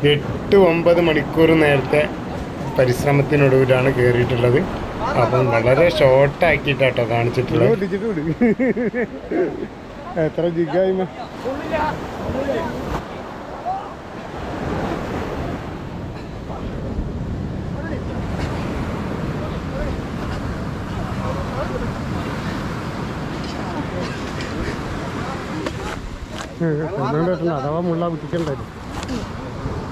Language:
Malayalam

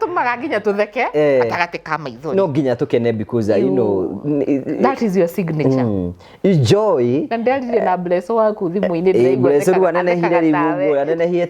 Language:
Kikuyu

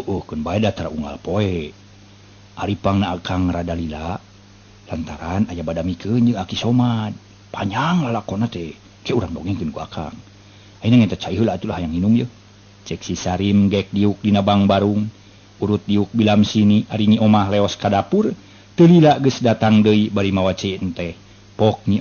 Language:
Sundanese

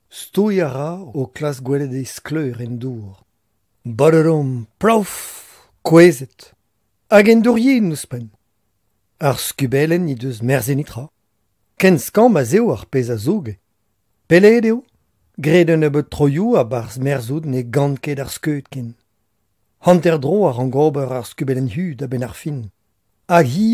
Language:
Breton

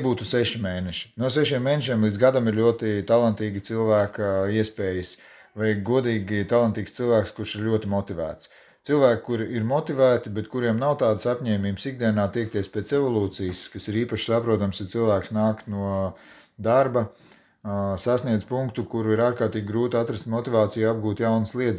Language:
Latvian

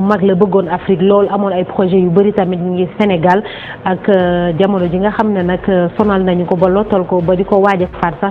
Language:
Wolof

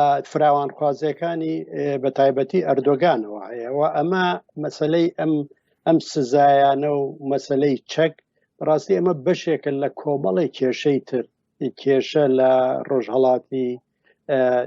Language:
Central Kurdish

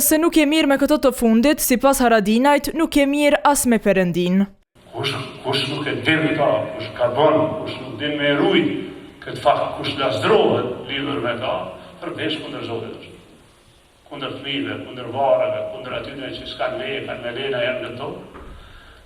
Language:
Albanian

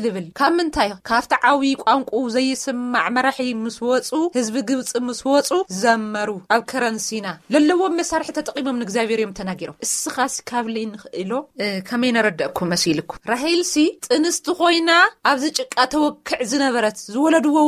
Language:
Tigrinya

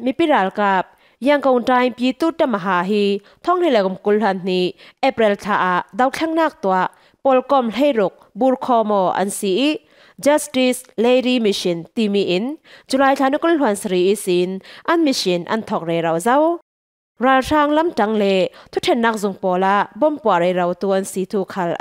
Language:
Falam Chin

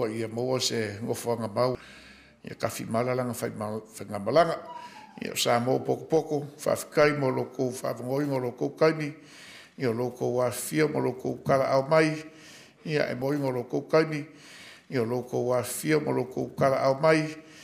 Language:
Samoan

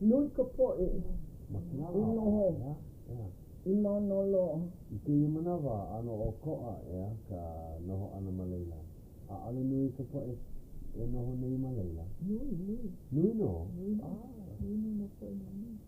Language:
Hawaiian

